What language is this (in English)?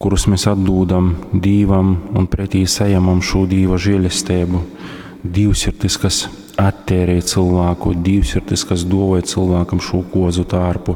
Latgalian